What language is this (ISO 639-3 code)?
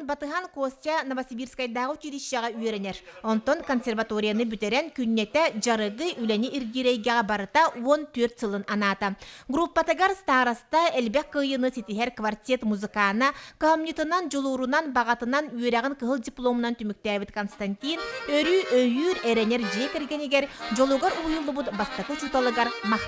sah